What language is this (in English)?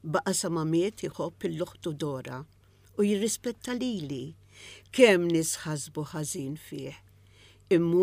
Maltese